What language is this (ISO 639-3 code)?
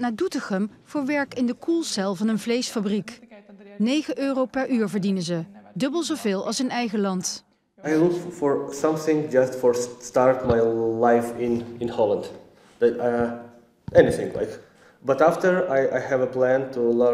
nld